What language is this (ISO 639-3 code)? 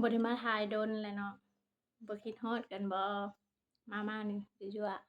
lao